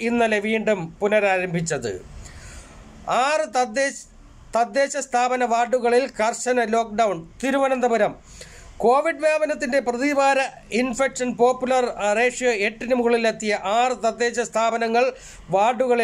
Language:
Malayalam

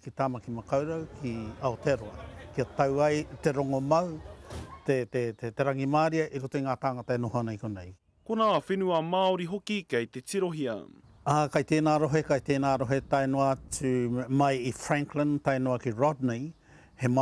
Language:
Māori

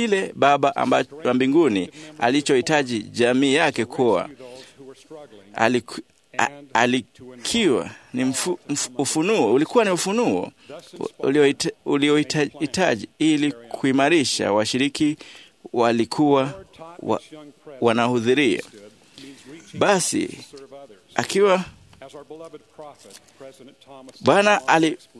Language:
Swahili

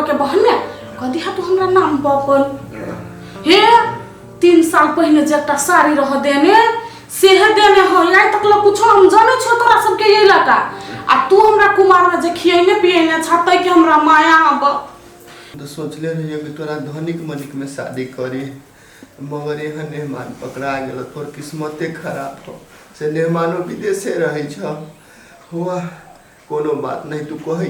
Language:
Maithili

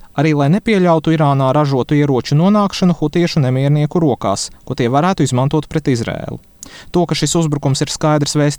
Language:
Latvian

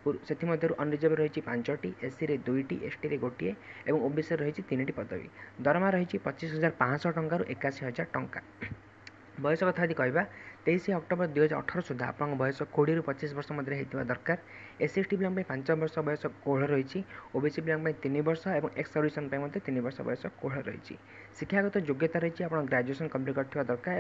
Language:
Odia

